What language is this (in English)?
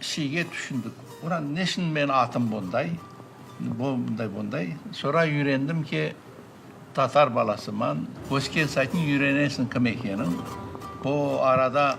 Crimean Tatar